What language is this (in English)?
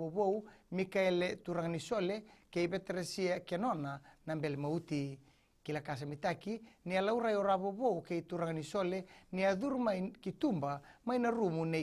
Fijian